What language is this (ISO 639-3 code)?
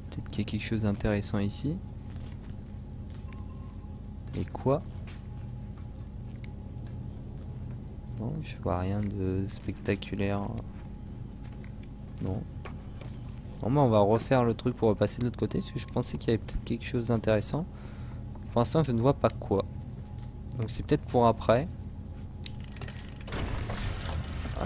fra